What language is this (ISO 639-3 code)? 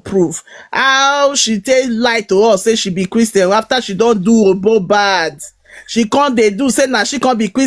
pcm